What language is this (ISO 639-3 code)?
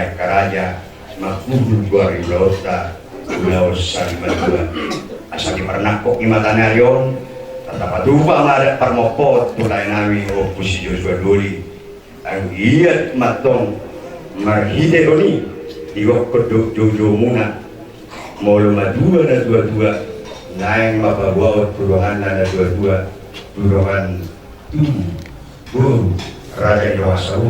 bbc